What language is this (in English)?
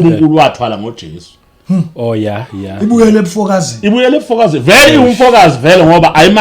Zulu